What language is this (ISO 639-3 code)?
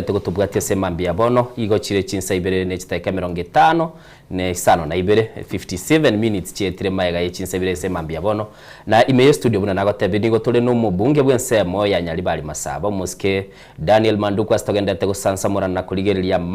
guz